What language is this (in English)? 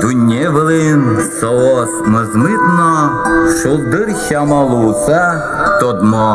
Udmurt